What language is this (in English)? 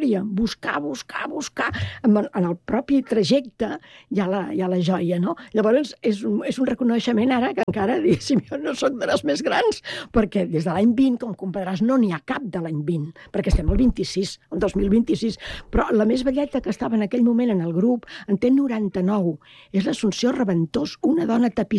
Catalan